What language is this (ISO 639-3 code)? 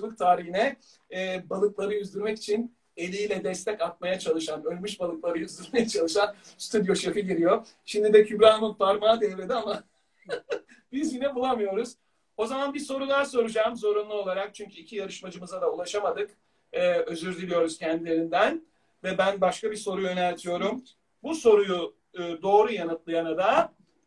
tur